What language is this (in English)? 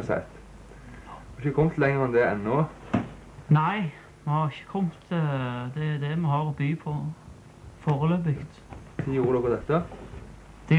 Norwegian